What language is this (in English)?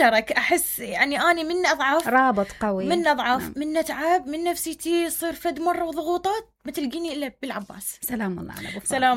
Mesopotamian Arabic